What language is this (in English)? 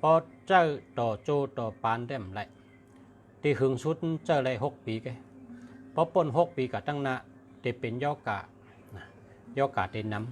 Shan